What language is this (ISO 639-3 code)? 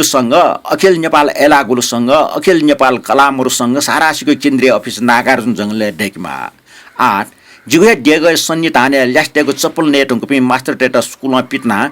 new